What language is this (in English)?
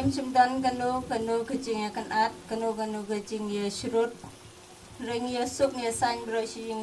Khasi